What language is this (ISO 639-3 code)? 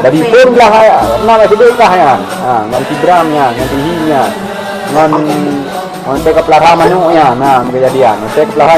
ace